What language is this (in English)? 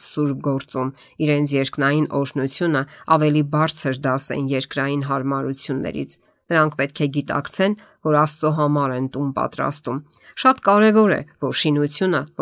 Armenian